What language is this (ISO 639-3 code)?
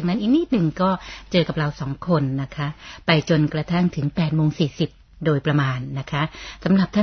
tha